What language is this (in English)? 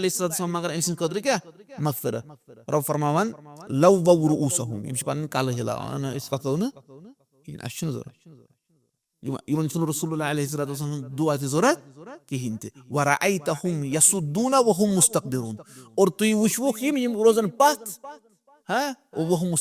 Kashmiri